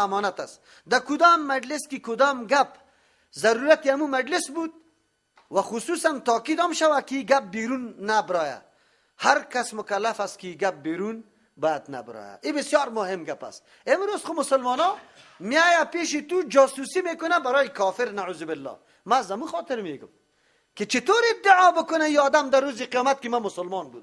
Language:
Persian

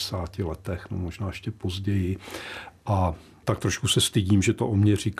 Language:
Czech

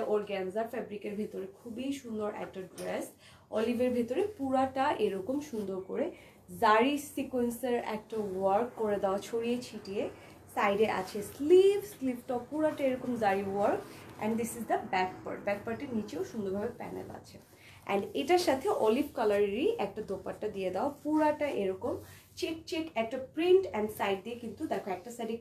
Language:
Bangla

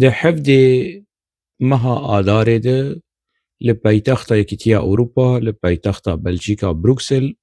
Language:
Kurdish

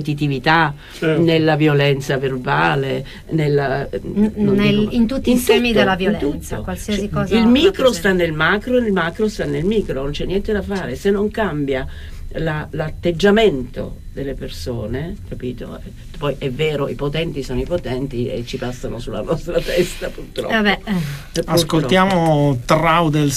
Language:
Italian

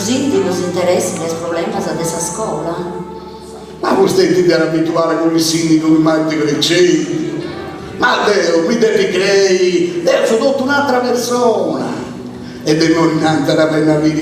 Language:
Sardinian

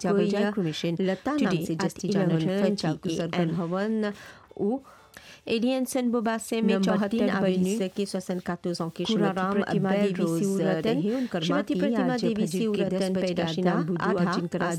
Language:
Bhojpuri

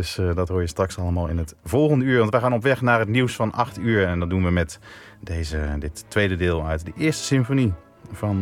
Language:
Dutch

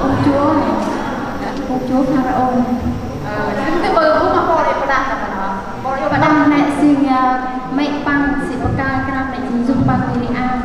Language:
Central Mnong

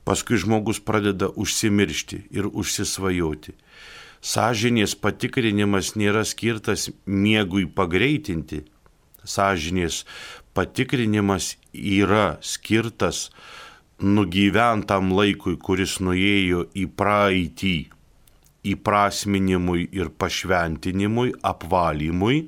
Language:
Lithuanian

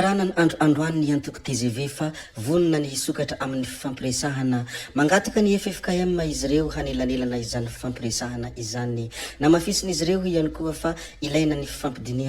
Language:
Malagasy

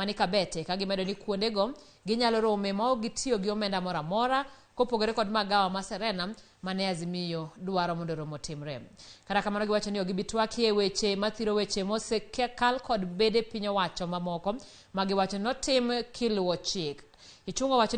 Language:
Luo (Kenya and Tanzania)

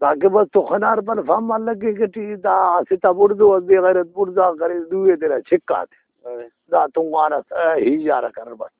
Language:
Brahui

